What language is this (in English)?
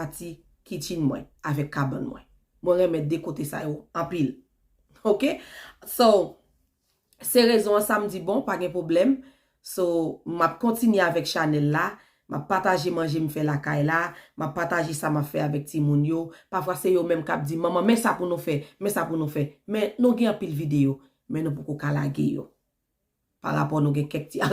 Haitian Creole